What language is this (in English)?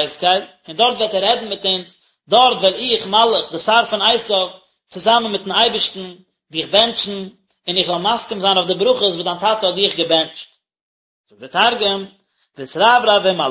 Yiddish